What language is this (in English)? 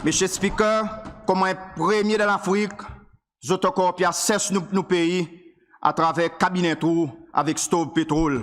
Seselwa Creole French